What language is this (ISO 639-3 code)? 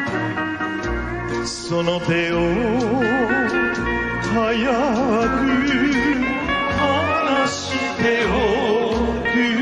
jpn